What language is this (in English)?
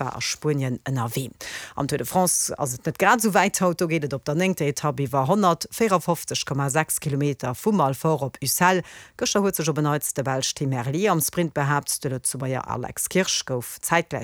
Luxembourgish